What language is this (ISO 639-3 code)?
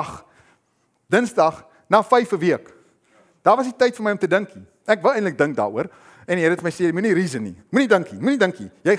afr